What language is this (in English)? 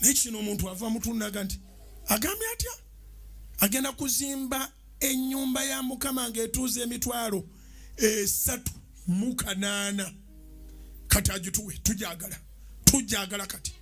Ganda